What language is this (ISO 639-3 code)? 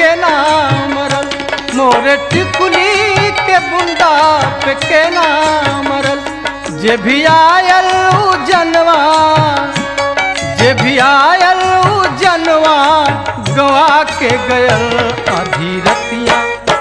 bho